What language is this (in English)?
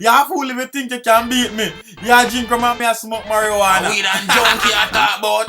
Jamaican Creole English